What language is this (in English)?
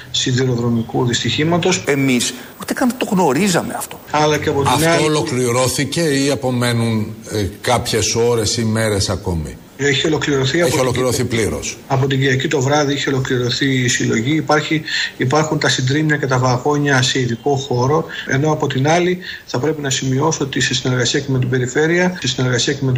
Greek